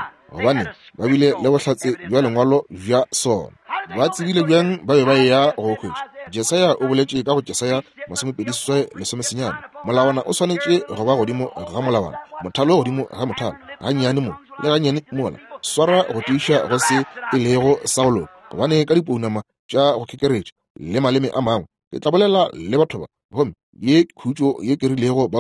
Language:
Northern Sotho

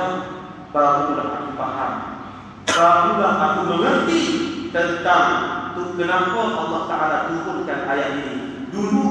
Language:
Malay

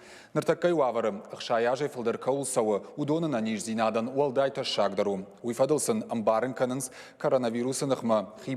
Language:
Ossetic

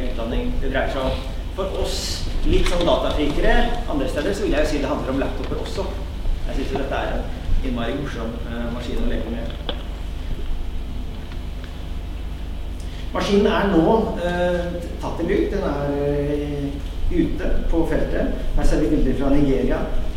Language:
Norwegian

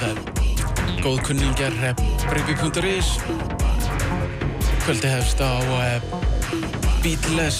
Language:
Icelandic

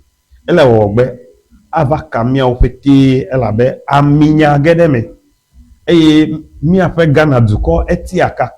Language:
Ewe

